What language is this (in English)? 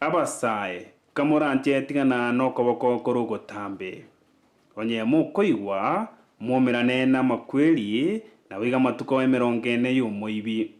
Gusii